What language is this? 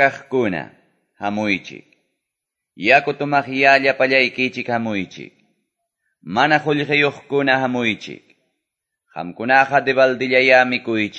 Ayacucho Quechua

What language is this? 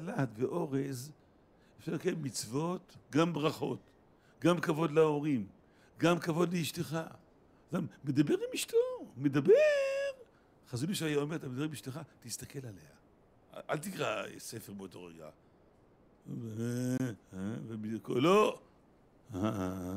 Hebrew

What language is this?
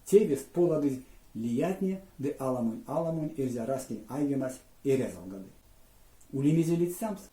Erzya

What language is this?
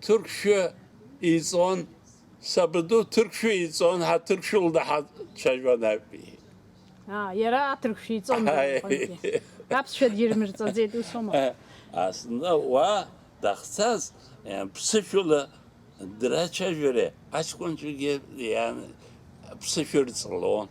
Abkhazian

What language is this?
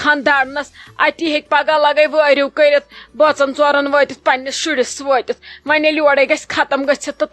Kashmiri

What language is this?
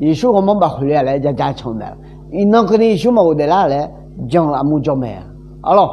Akha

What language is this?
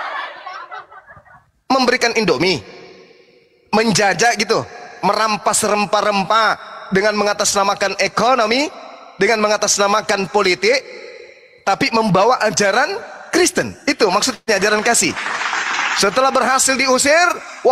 Indonesian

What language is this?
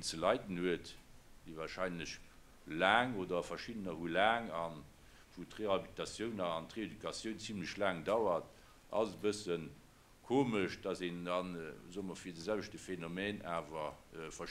Luxembourgish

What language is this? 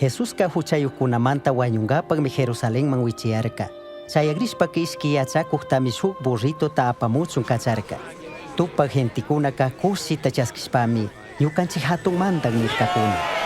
Chimborazo Highland Quichua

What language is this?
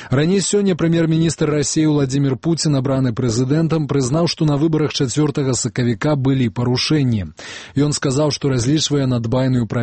Belarusian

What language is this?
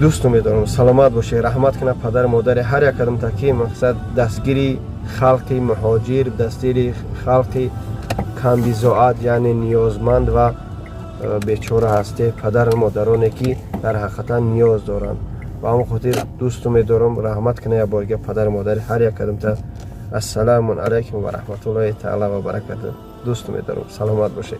Tajik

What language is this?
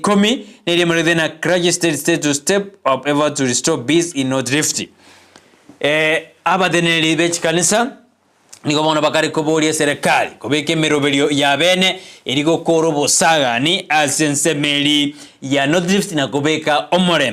Gusii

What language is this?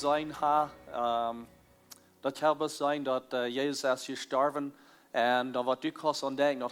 Plautdietsch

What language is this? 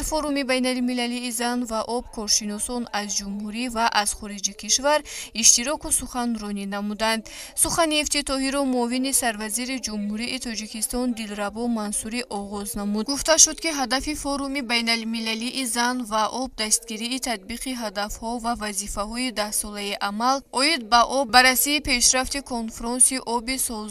Tajik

